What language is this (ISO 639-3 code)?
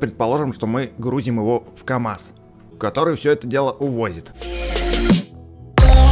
rus